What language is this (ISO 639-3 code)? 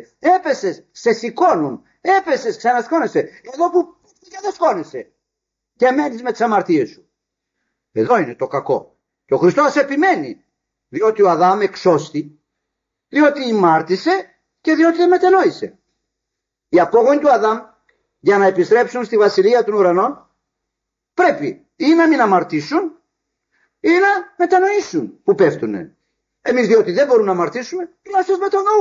ell